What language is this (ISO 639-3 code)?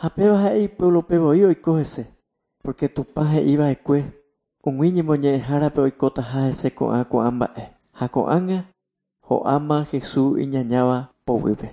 grn